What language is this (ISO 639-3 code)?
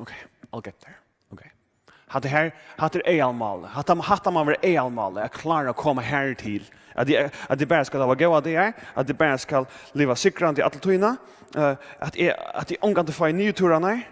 fao